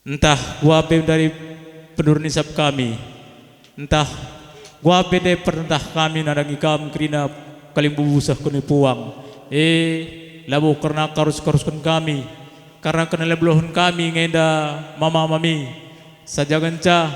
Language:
Batak Karo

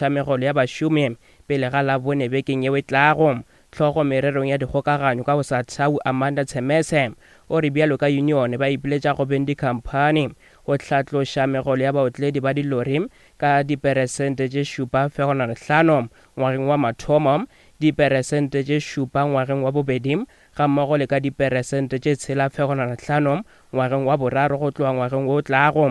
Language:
Northern Sotho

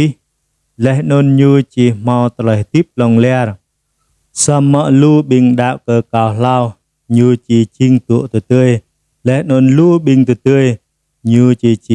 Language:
Jarai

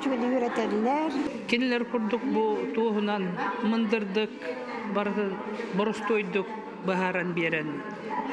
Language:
Yakut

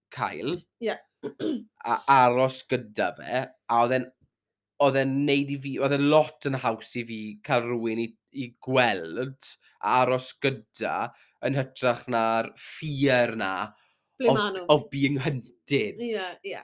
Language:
Welsh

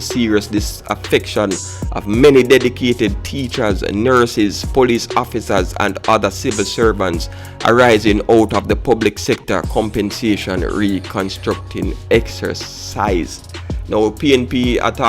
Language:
Jamaican Creole English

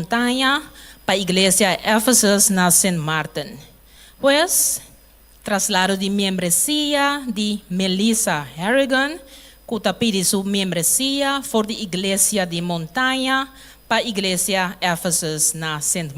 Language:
Papiamento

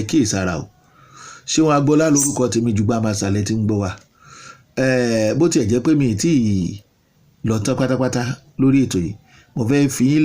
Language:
Yoruba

